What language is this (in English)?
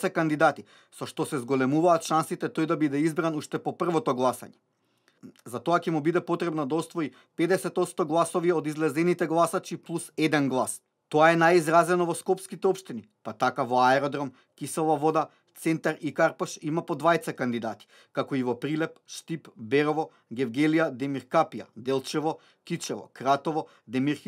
Macedonian